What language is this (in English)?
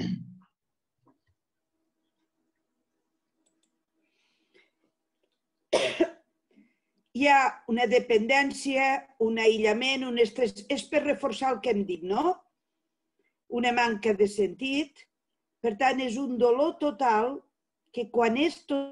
Catalan